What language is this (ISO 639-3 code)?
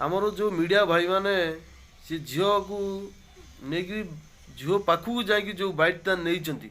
ori